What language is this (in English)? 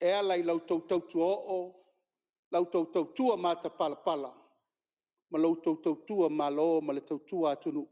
Samoan